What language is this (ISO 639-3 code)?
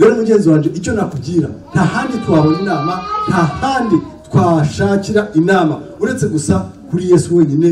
kin